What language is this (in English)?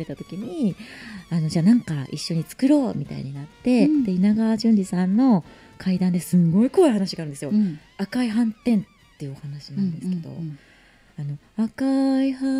Japanese